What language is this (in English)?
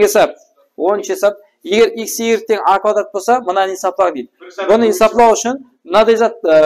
Kara-Kalpak